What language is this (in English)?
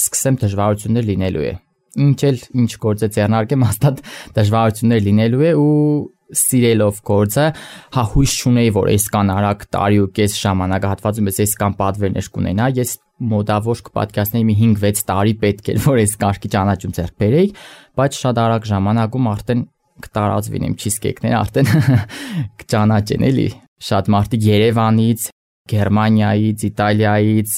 Armenian